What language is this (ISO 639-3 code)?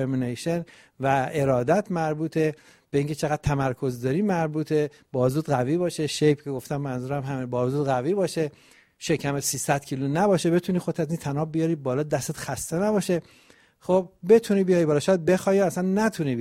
fas